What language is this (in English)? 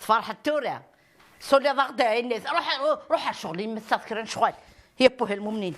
Kabyle